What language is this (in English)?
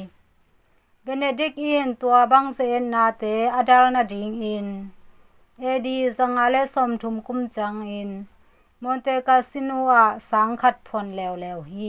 Tedim Chin